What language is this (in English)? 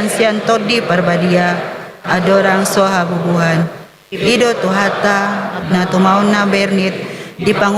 Batak Toba